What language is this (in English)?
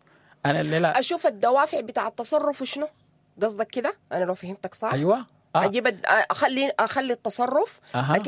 Sudanese Arabic